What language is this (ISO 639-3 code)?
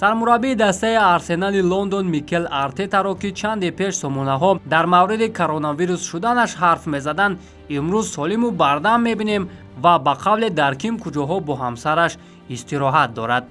tgk